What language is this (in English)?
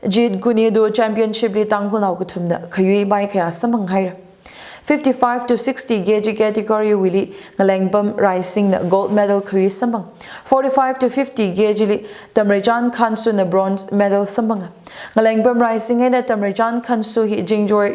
Tangkhul Naga (India)